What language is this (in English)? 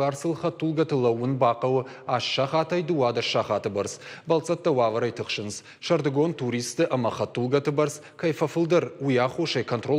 Ossetic